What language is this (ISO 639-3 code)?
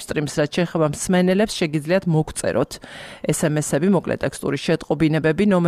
kat